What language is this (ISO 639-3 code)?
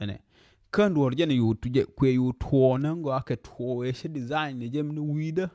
nus